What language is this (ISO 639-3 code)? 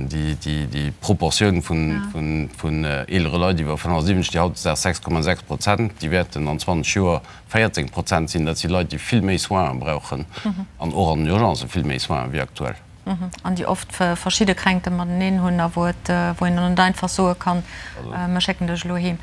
ltz